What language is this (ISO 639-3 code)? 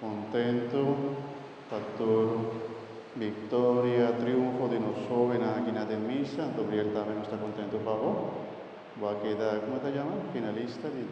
pap